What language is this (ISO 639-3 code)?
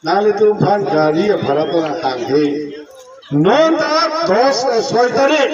mjw